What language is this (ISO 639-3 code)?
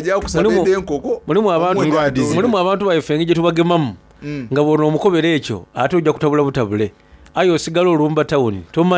xog